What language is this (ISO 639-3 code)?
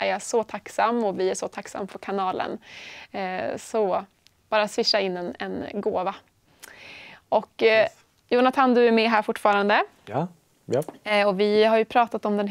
swe